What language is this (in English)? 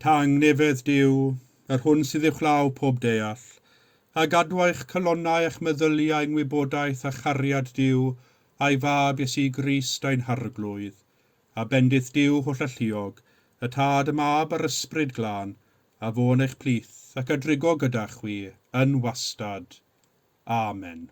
Welsh